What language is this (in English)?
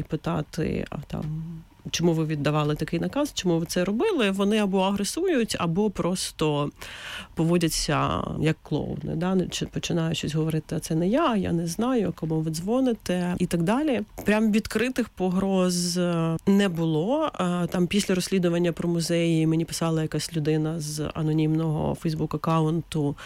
Ukrainian